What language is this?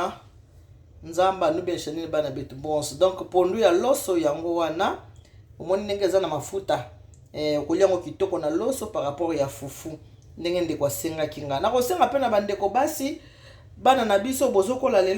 Lingala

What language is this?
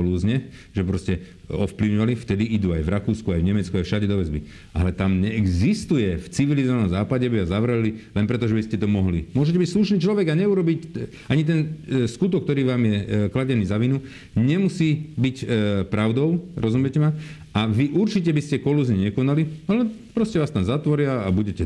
Slovak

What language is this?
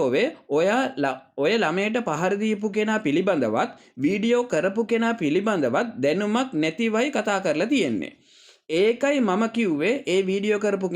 Sinhala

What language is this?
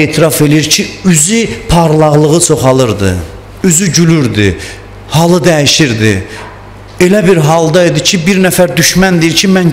Azerbaijani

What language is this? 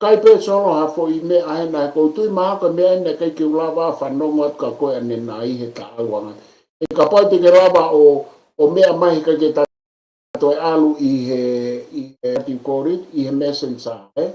Tongan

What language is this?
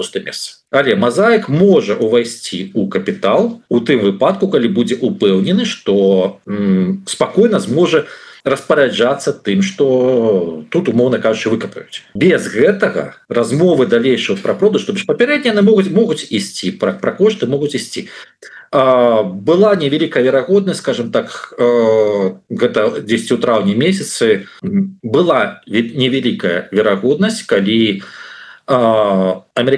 Belarusian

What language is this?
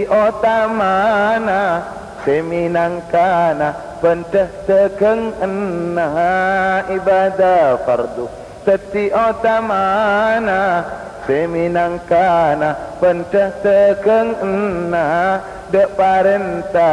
Madurese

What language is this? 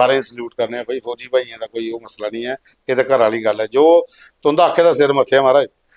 Dogri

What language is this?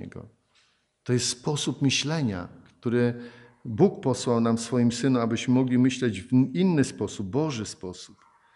Polish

